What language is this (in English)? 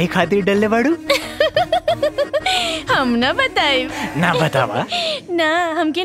Bhojpuri